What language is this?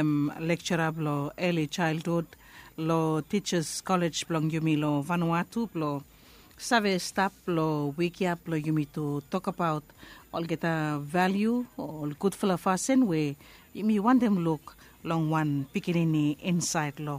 Bislama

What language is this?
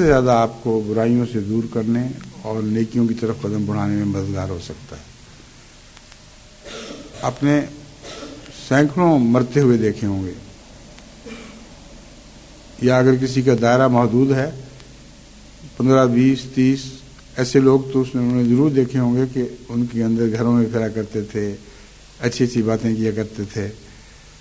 Urdu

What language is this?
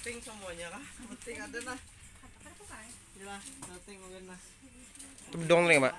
Banjar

